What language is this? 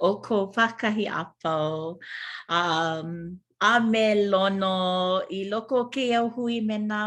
Hawaiian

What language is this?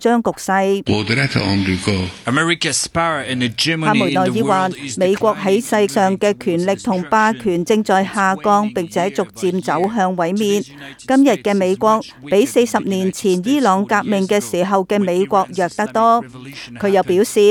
Cantonese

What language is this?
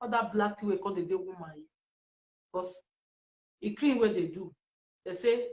Nigerian Pidgin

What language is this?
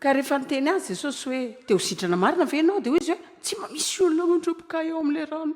Malagasy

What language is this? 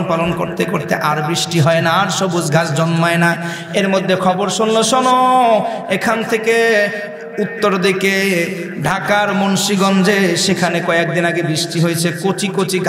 Bangla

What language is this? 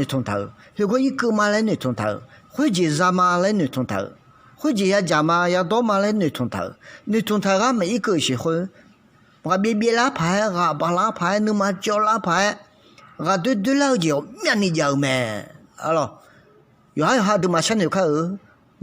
Akha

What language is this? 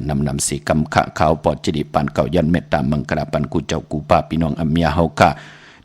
Shan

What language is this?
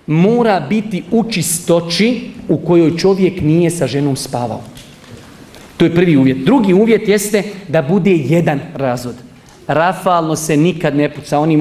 Bosnian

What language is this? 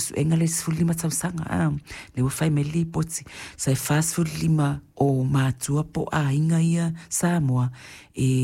Samoan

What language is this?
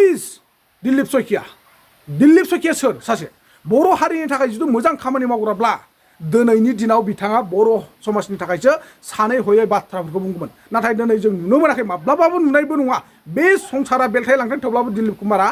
Bodo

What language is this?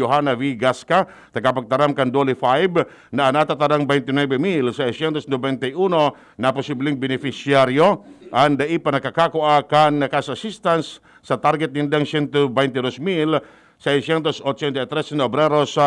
Bikol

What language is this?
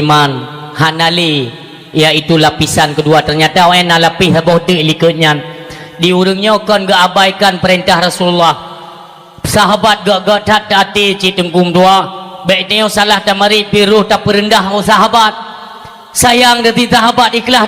Achinese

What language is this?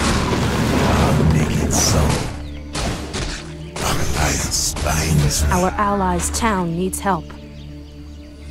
English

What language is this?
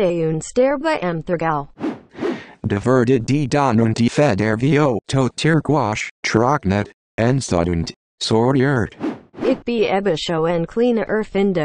Swiss German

